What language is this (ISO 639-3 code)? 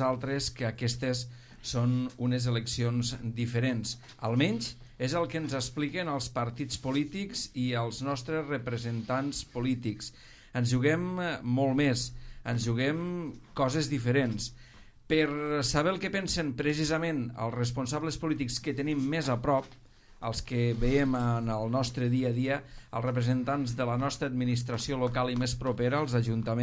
cat